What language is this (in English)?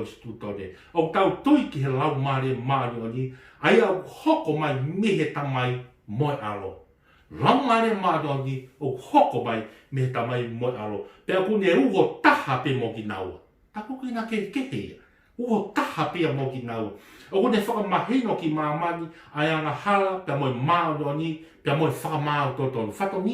Tongan